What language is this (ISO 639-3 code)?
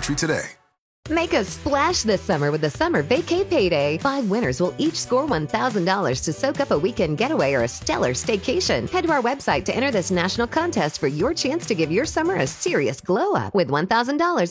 eng